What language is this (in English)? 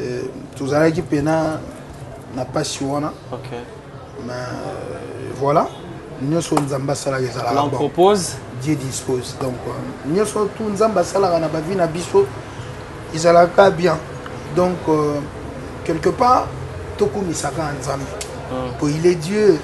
Lingala